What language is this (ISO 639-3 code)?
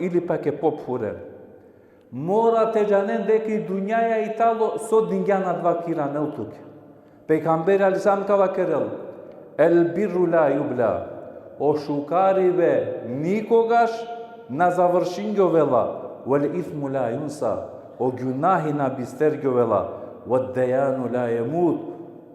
rmn